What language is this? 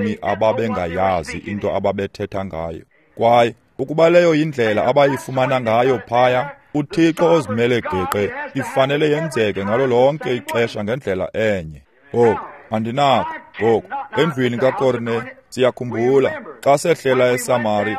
Xhosa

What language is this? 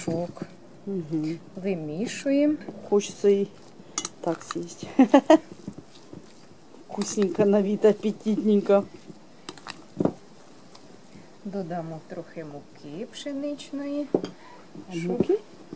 Ukrainian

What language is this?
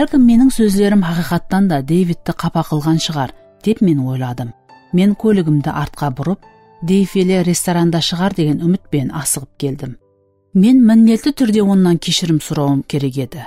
Kara-Kalpak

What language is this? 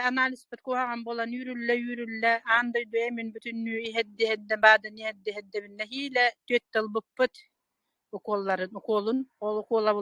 Yakut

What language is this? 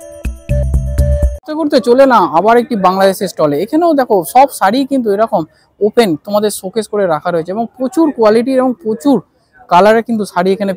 Bangla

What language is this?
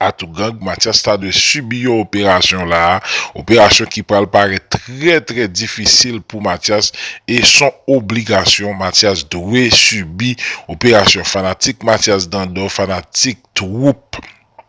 Haitian Creole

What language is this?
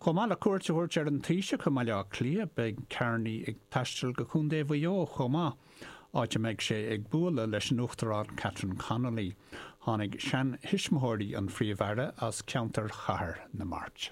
Irish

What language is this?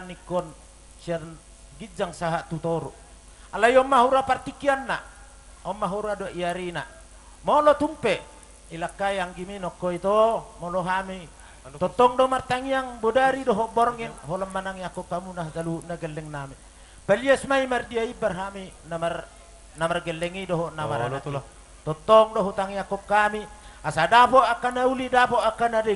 Batak Toba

